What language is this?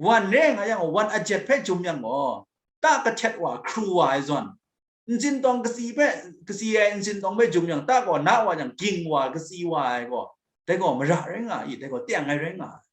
Kachin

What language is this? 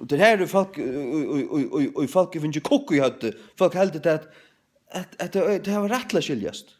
Faroese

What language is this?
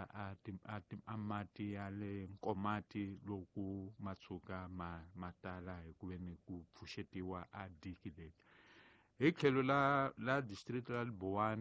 Tsonga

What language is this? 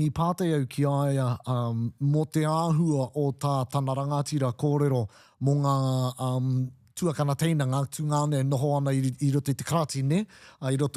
Māori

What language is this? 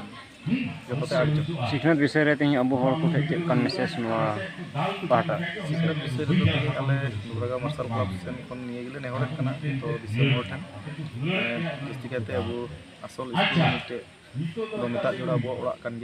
Santali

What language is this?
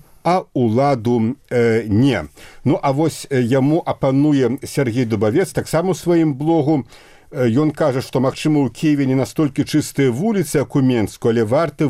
Belarusian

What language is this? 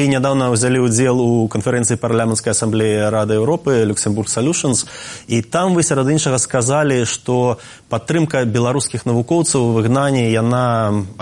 Belarusian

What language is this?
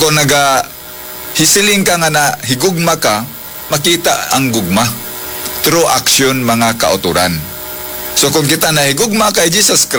Hiligaynon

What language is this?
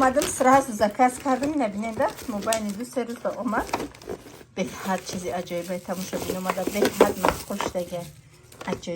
Tajik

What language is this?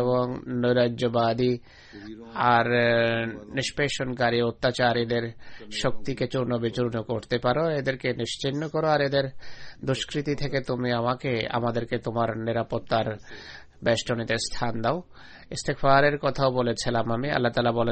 Bangla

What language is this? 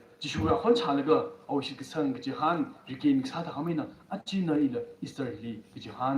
Tangkhul Naga (India)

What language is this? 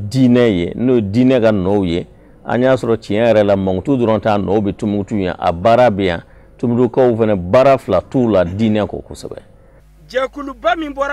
Bambara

